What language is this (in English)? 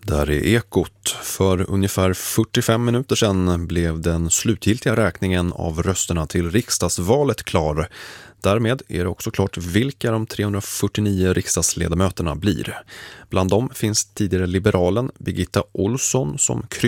Swedish